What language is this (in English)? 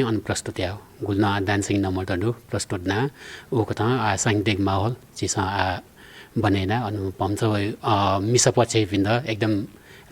Newari